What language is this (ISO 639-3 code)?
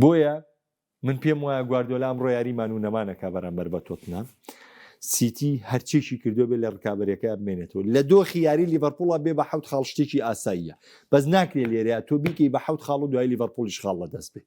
ckb